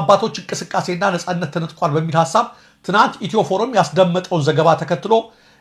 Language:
Amharic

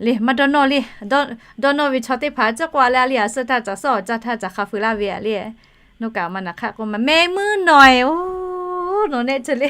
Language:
Lahu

